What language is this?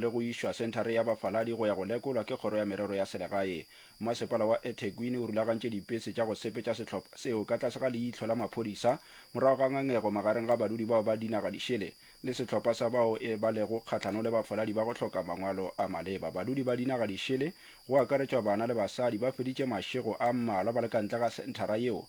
Northern Sotho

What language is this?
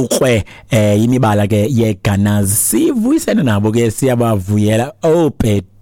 Xhosa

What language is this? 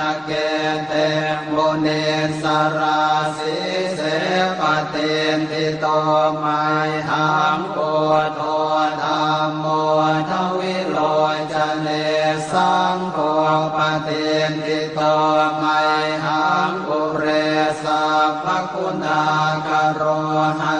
Pali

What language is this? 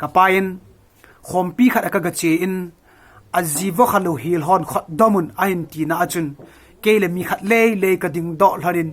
Thado Chin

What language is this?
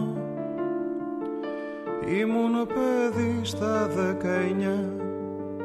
Greek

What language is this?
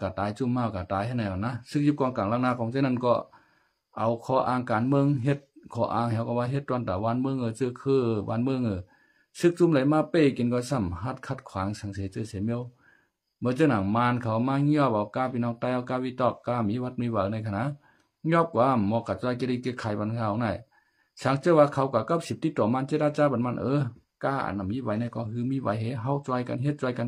Shan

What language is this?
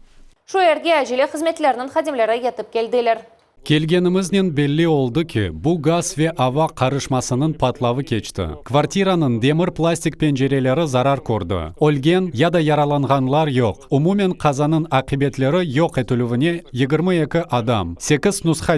Crimean Tatar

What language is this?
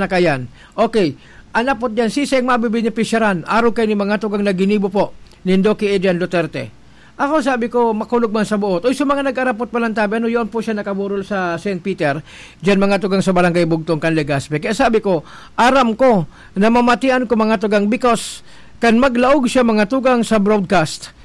Bikol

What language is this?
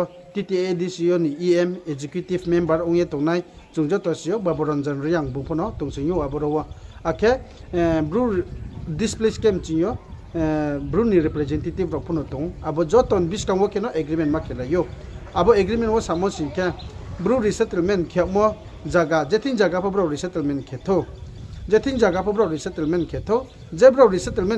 Riang (India)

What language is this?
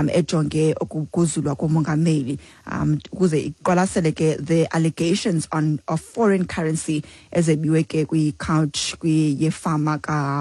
Xhosa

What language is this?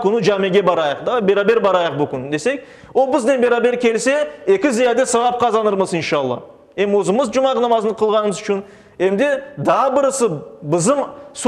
Crimean Tatar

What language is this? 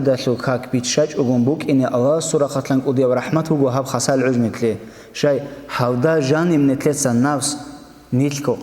Avaric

